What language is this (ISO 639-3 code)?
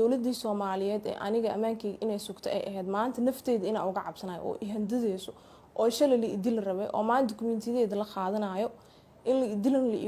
som